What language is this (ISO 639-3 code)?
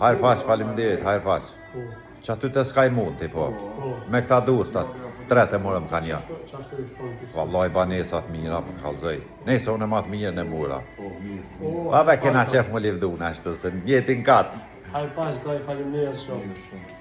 sqi